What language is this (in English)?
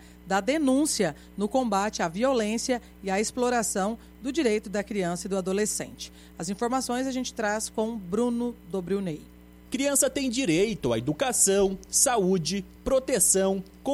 Portuguese